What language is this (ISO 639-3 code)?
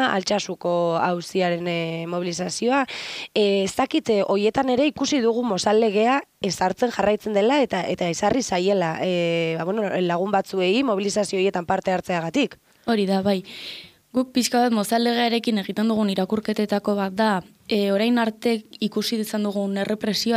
eus